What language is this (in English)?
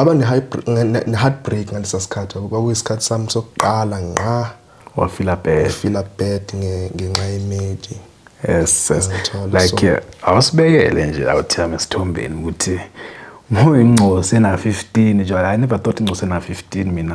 Zulu